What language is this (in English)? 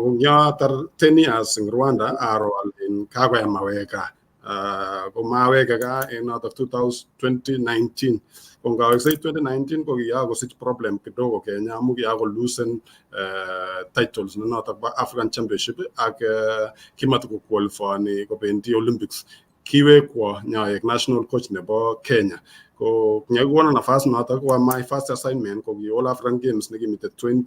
Kalenjin